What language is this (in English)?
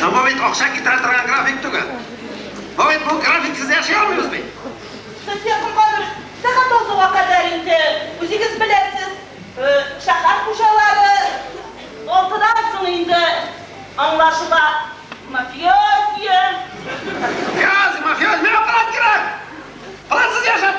Tatar